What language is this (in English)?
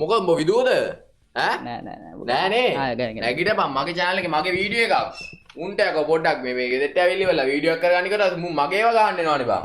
Sinhala